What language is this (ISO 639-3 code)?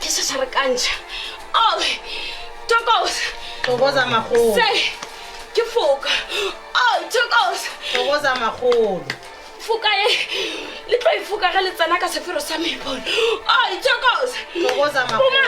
nso